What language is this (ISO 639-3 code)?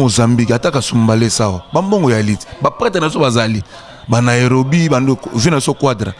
lin